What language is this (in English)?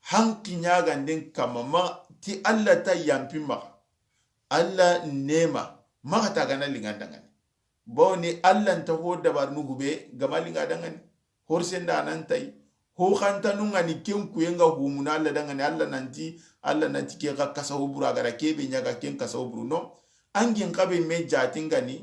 Soninke